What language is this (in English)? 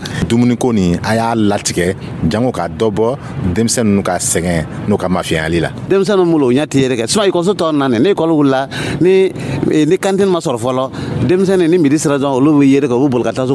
Dyula